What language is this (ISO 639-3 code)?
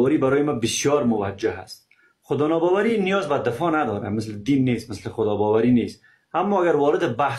fas